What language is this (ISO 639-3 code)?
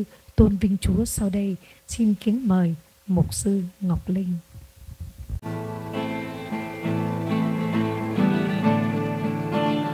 vie